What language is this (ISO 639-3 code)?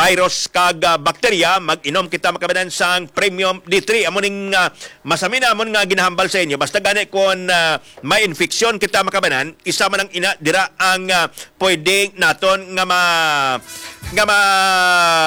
hil